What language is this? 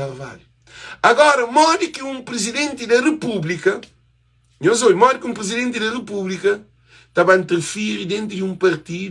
Kabuverdianu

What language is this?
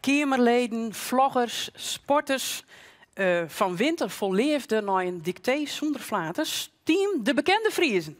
Western Frisian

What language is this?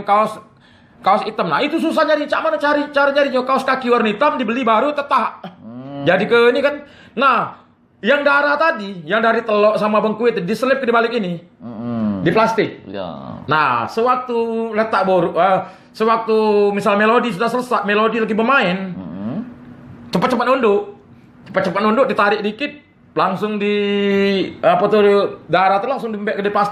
Musi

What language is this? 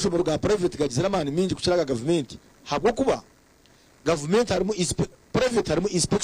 Nyankole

